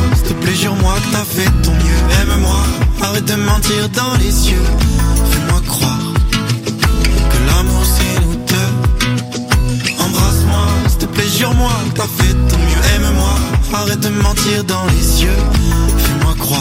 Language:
French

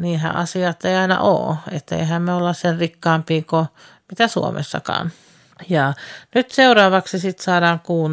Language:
Finnish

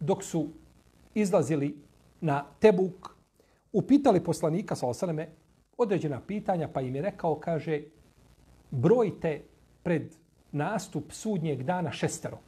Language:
Bosnian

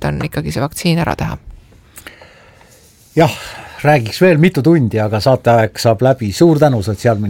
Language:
Estonian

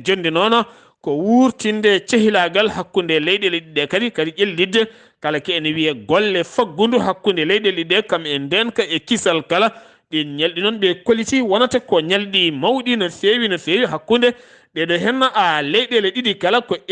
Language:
Fula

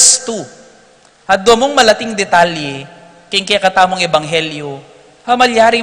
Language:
Pampanga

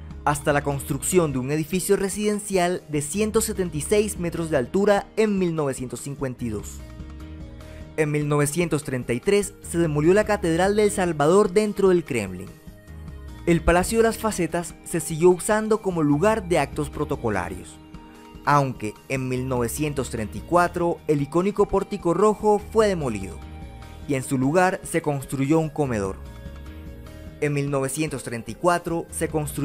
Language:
Spanish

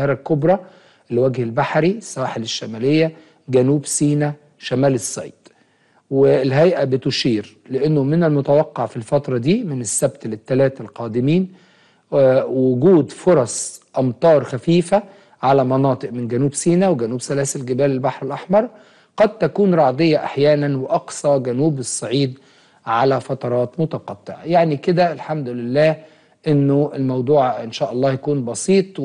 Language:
Egyptian Arabic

